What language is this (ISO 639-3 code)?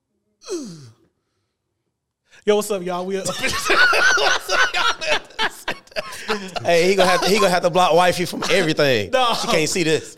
eng